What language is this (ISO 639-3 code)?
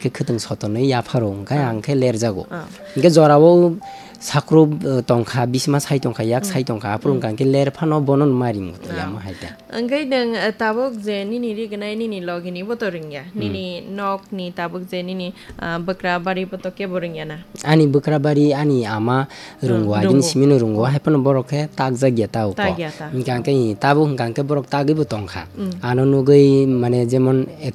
trp